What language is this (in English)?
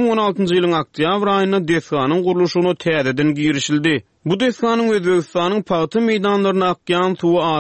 Turkmen